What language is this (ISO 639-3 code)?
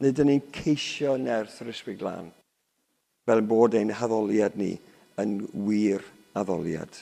cym